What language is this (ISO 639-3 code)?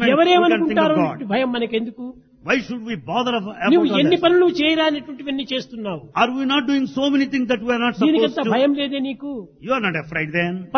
tel